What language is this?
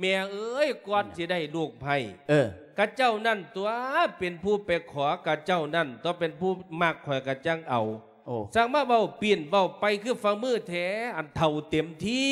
Lao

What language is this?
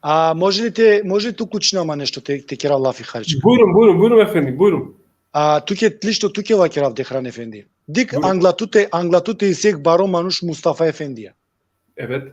Balkan Romani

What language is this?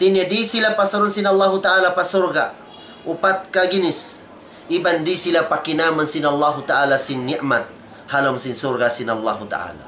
Tausug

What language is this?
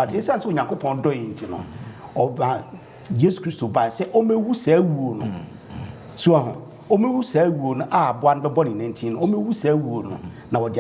Akan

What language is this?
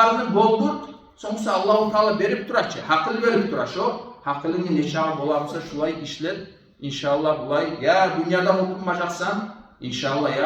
Kumyk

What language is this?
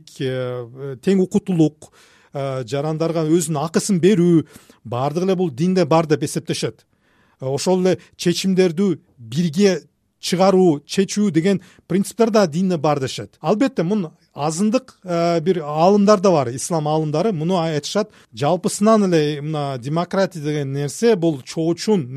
Kyrgyz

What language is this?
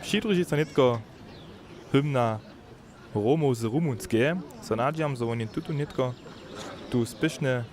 Upper Sorbian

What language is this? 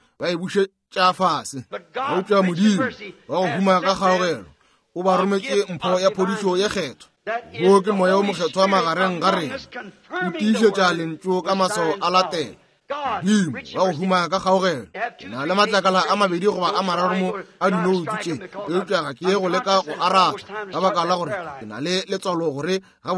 Northern Sotho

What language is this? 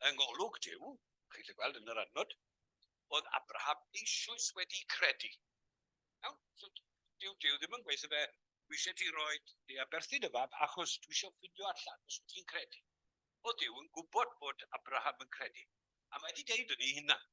Welsh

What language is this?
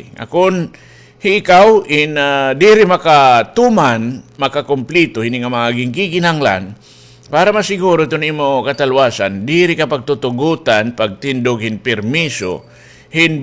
Waray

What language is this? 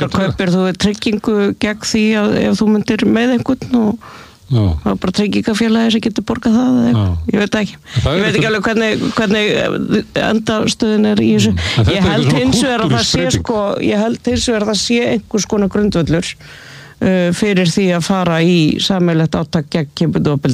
Icelandic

